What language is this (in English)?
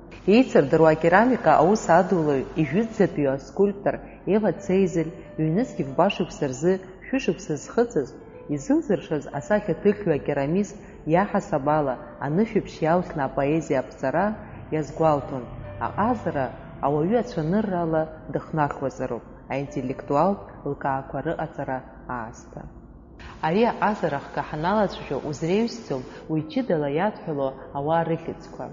Abkhazian